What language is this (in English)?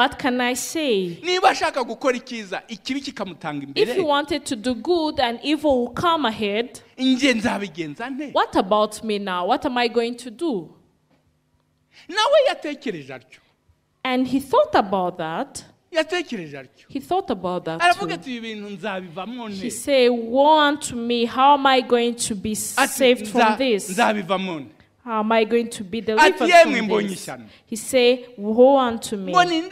Kinyarwanda